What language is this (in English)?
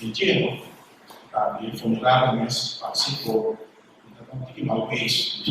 Papiamento